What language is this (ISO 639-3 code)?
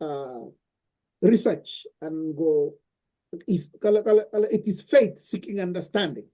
kln